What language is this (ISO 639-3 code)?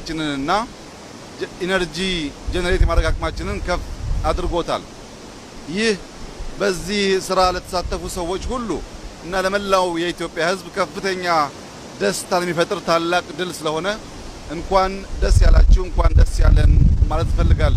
amh